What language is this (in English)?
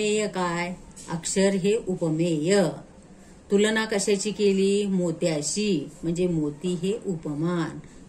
Marathi